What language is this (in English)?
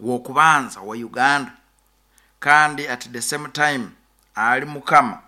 Nyoro